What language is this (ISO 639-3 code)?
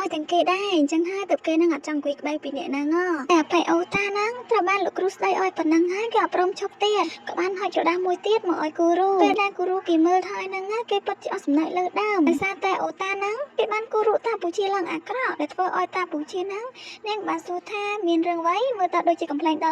khm